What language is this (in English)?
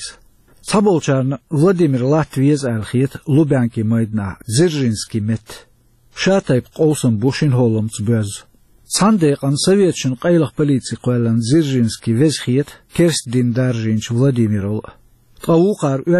Chechen